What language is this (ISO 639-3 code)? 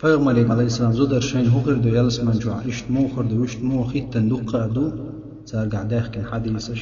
che